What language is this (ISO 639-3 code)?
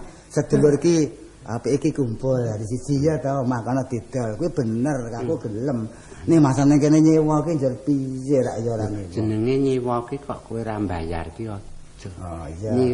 jav